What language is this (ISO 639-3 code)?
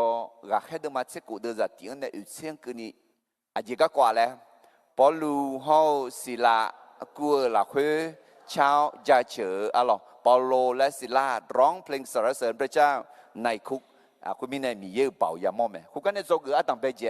ahk